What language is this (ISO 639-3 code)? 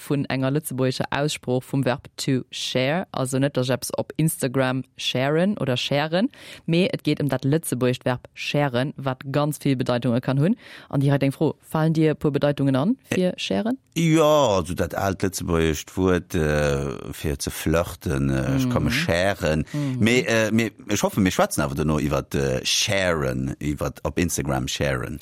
ltz